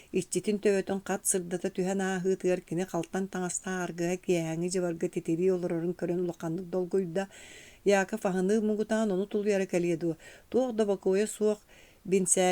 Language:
Yakut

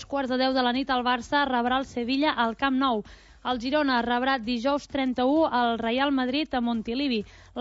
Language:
Catalan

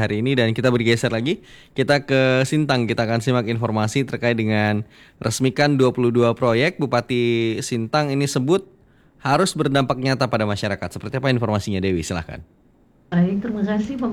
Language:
Indonesian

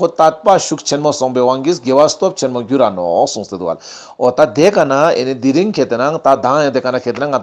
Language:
Ladakhi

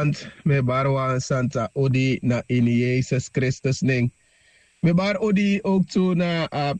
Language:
Sranan Tongo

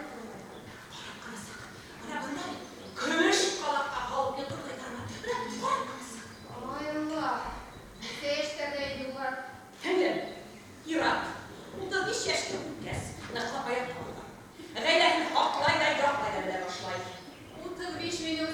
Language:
Bashkir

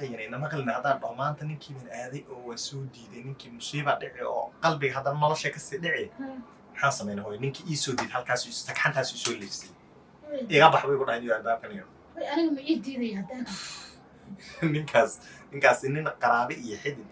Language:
Somali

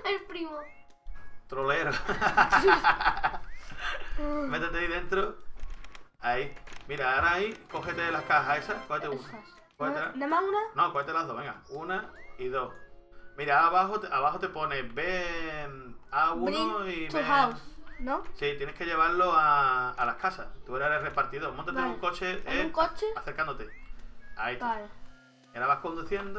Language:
Spanish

